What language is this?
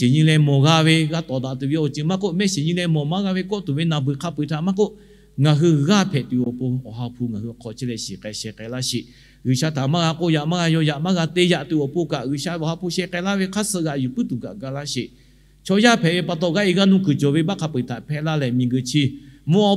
Lahu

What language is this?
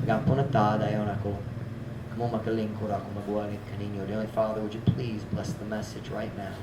Cebuano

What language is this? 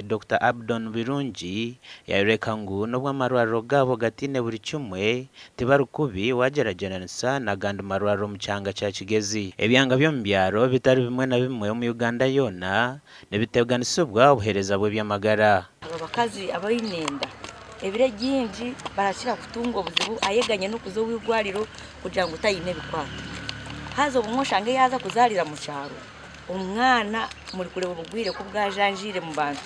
Nyankole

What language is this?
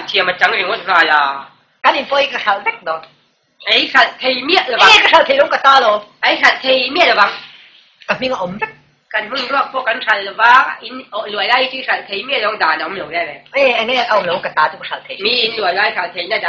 Mizo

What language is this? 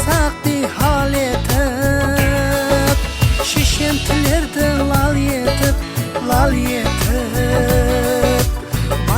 Kara-Kalpak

